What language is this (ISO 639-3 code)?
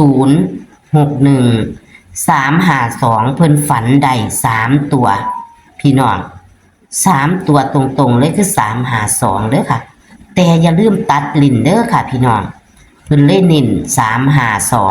tts